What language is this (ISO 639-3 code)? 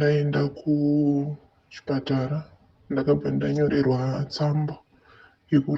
sna